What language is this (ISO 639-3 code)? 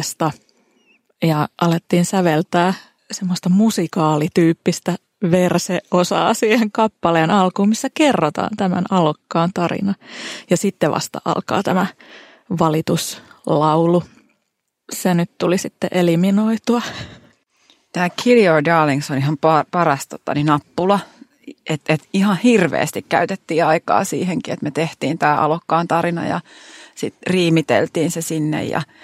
fin